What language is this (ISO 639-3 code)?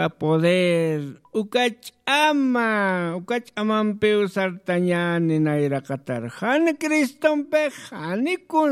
aym